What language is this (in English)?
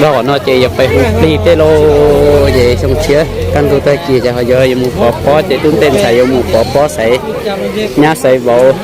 Hmong